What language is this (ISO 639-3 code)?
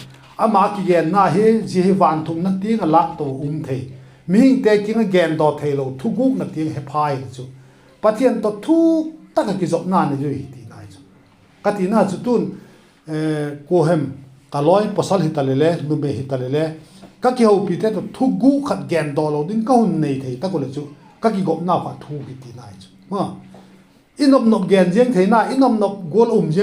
vap